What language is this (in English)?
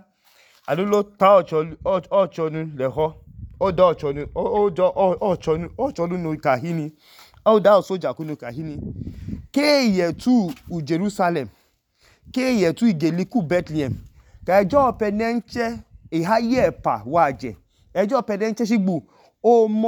Idoma